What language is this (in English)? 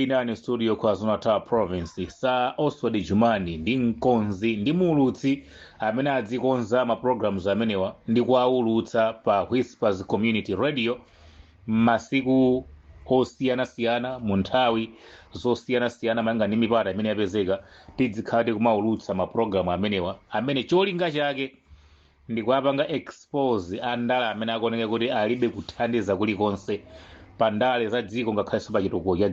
Nyanja